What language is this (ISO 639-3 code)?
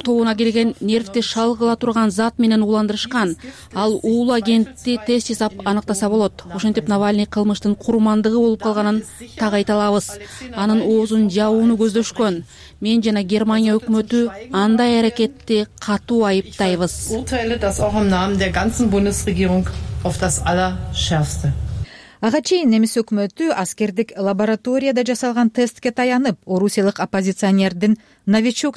kir